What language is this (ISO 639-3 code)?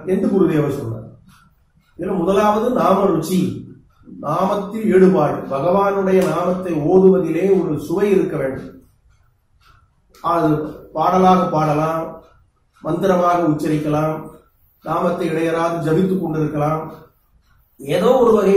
tam